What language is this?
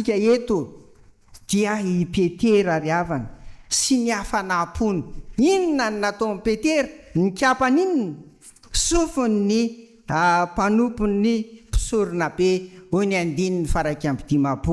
Malagasy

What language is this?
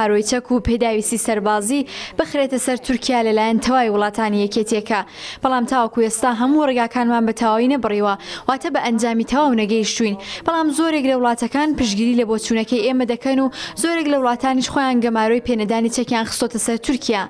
Central Kurdish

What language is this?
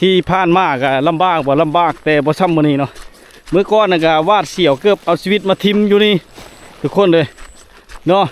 Lao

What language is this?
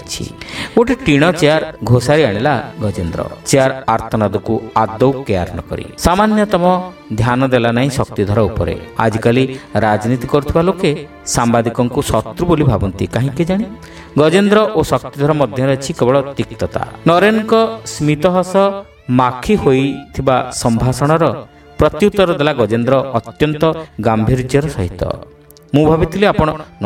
Odia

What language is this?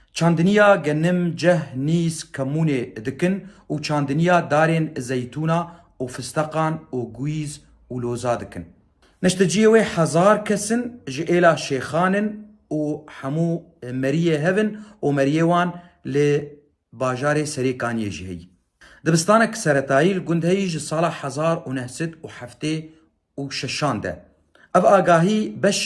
Kurdish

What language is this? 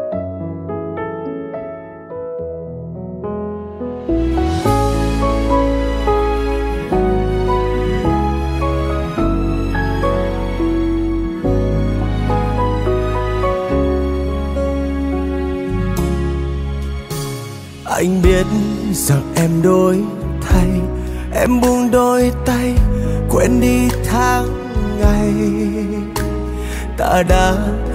Vietnamese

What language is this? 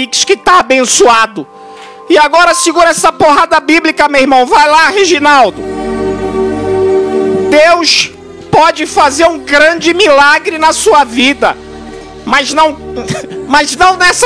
Portuguese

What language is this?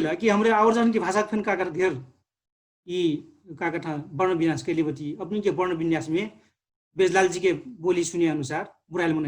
Dangaura Tharu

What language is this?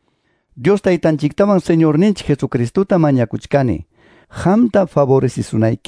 Quechua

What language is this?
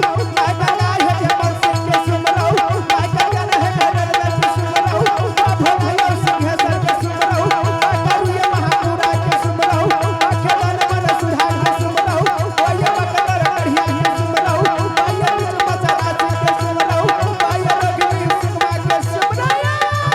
Angika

